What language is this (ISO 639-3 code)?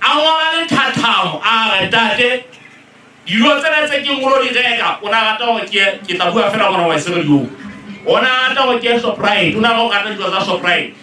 sot